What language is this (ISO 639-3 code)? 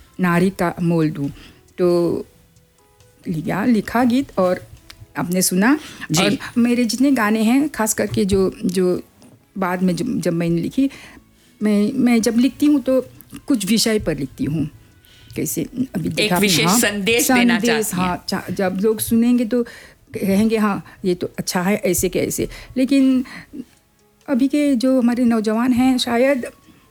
hin